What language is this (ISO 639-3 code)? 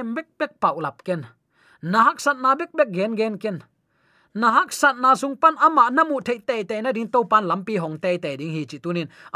ctd